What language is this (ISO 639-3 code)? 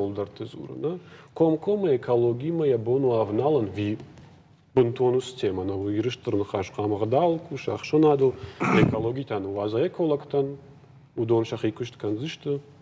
oss